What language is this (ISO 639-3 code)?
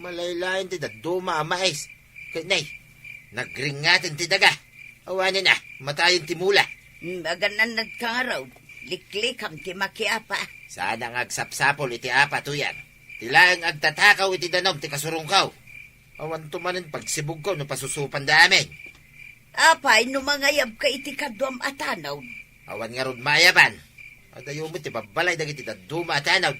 ilo